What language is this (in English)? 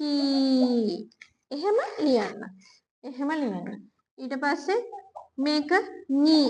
Sinhala